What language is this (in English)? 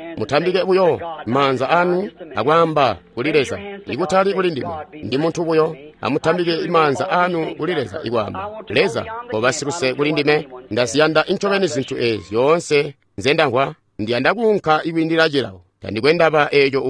Tonga (Zambia)